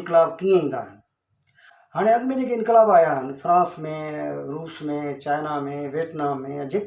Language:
Sindhi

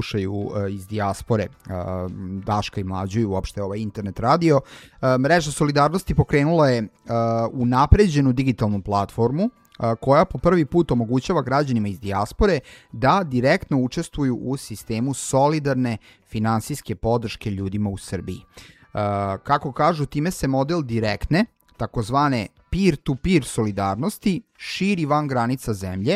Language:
Serbian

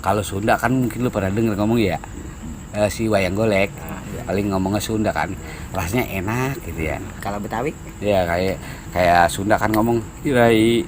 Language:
Betawi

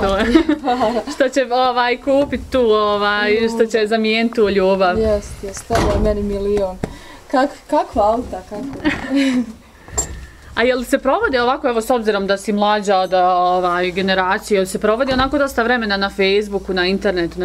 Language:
Bosnian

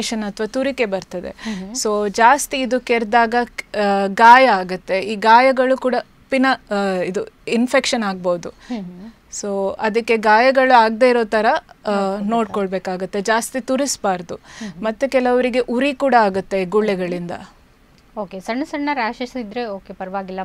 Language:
Kannada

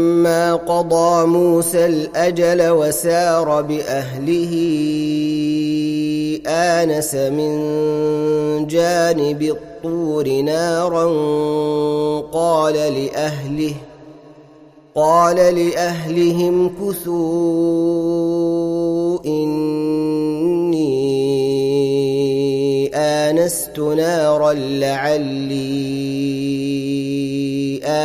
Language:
Arabic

